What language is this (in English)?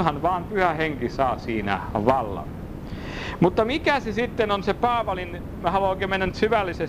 Finnish